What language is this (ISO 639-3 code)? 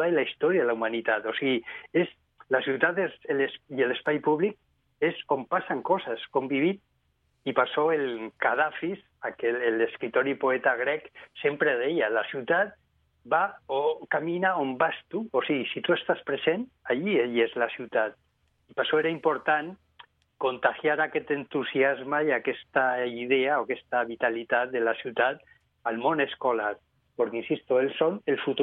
cat